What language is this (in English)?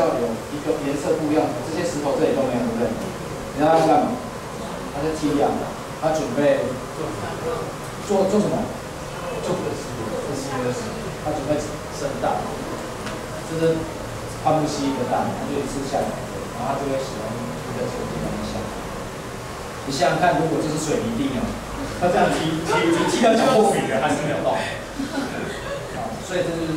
Chinese